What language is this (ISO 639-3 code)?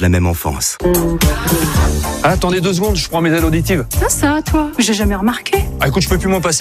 fra